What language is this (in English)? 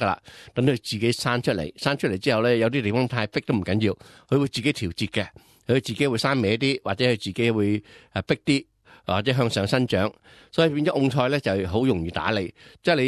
Cantonese